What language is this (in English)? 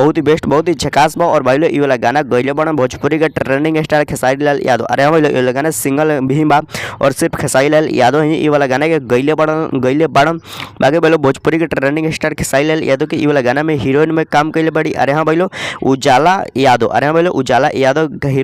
Bhojpuri